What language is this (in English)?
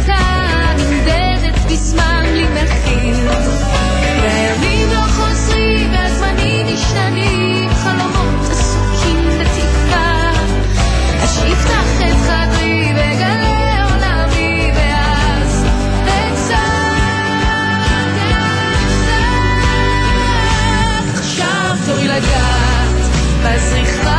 Hebrew